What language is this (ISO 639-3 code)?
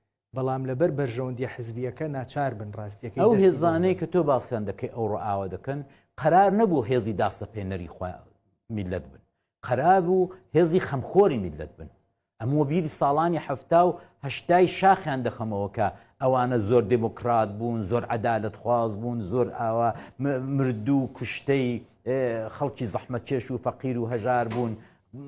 ckb